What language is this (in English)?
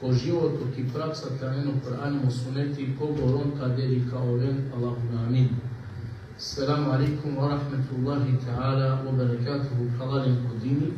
Balkan Romani